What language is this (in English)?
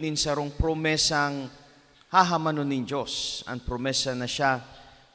Bikol